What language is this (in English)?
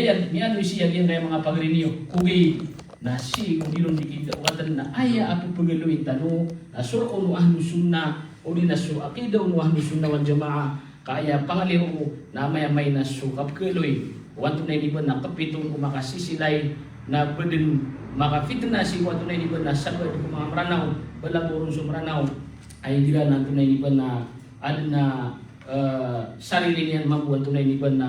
Maranao